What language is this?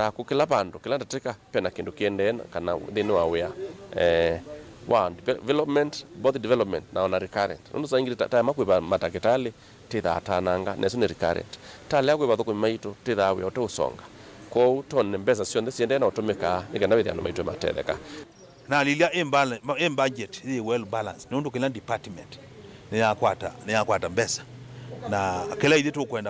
Kamba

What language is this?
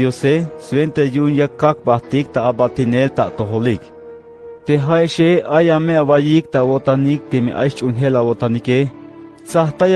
Tzeltal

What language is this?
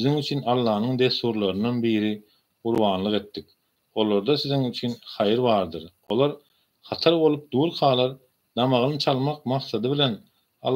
Turkmen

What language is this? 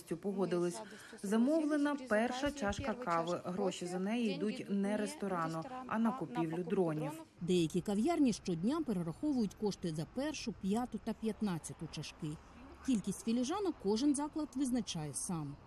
Ukrainian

